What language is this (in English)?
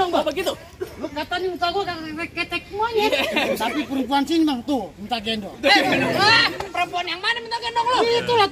Betawi